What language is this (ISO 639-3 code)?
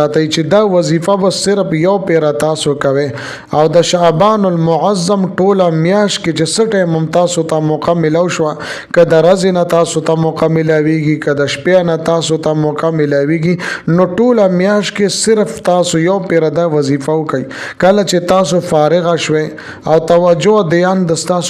pus